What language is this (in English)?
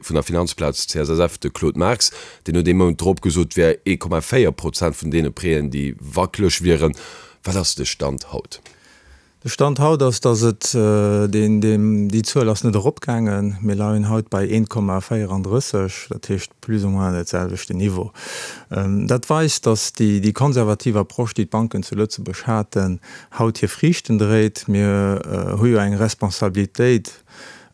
Luxembourgish